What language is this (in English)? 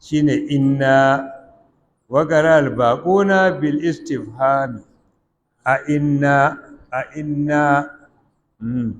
Hausa